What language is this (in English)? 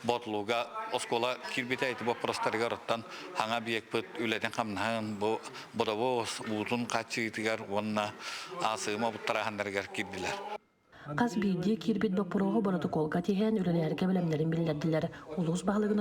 Yakut